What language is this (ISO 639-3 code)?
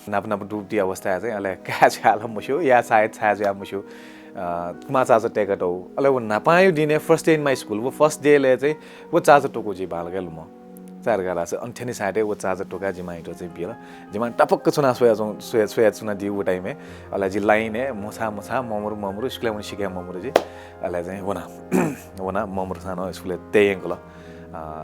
new